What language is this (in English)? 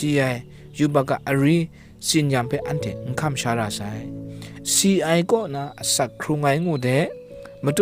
Kachin